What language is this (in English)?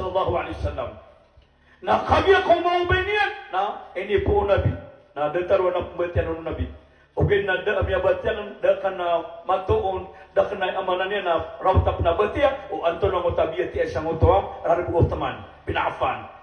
Maranao